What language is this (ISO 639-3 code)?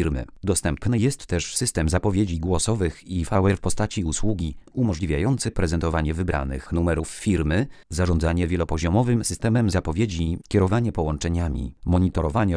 pol